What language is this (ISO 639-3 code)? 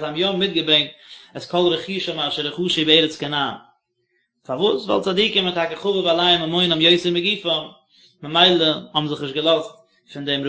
yid